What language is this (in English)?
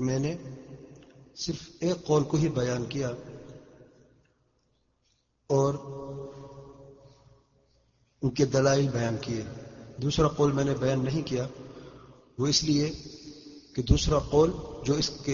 Urdu